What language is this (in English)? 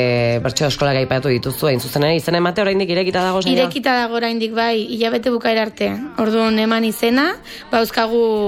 Basque